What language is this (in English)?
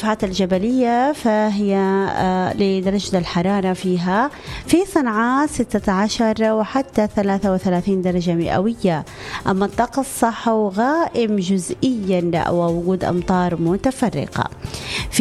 Arabic